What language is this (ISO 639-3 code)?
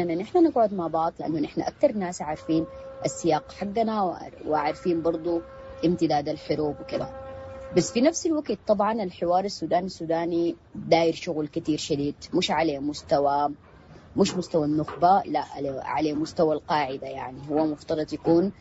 apd